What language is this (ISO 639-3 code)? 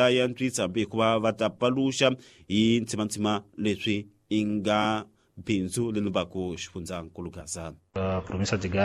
tso